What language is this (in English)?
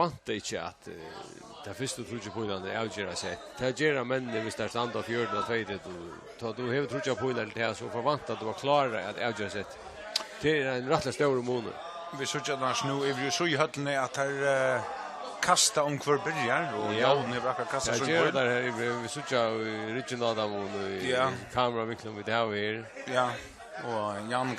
Faroese